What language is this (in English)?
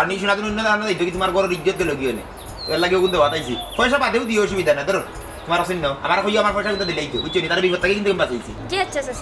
Sylheti